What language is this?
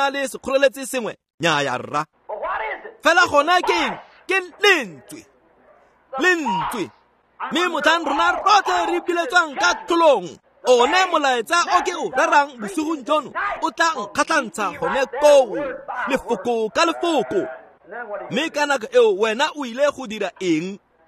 Tswana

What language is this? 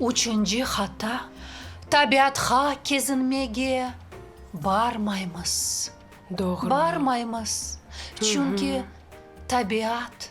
Crimean Tatar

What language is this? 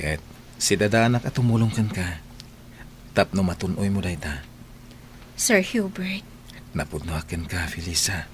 Iloko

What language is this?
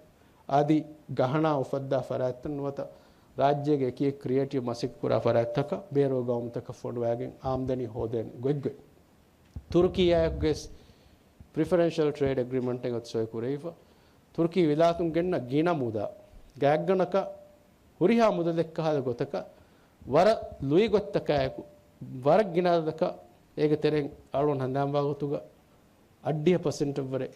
Divehi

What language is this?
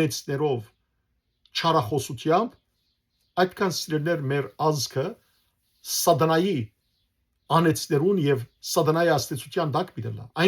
Western Armenian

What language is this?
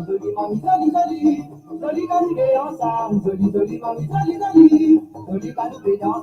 Morisyen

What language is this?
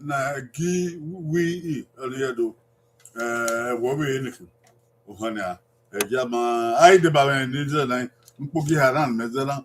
Bini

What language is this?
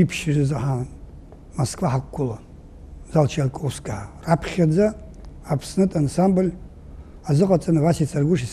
Abkhazian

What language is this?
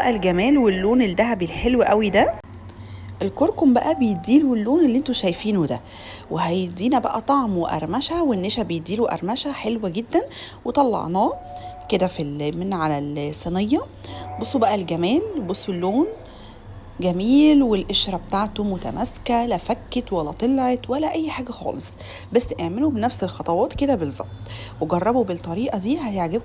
Egyptian Arabic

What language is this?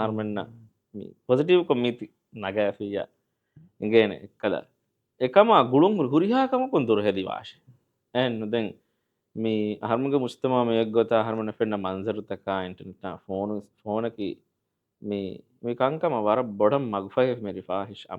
Divehi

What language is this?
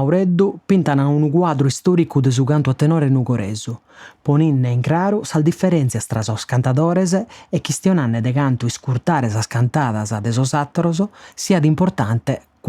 Sardinian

